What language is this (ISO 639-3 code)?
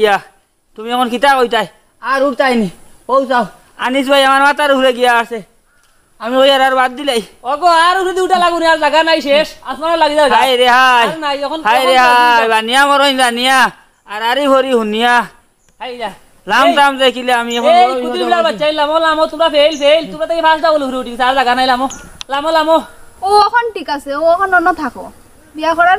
syl